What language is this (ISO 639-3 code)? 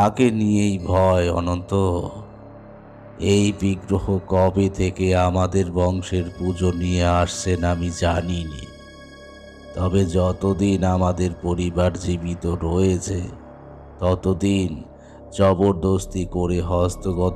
ben